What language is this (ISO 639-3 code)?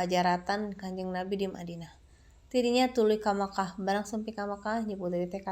sun